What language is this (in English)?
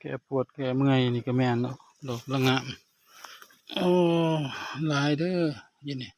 Lao